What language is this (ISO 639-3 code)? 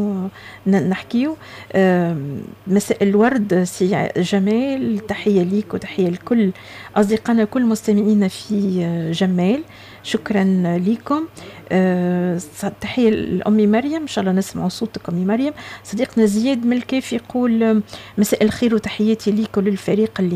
aeb